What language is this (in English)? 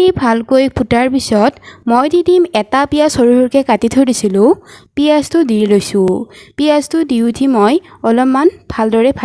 Assamese